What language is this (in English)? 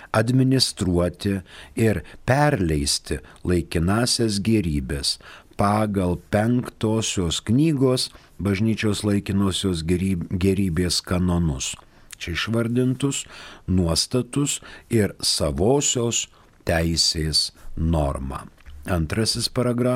Lithuanian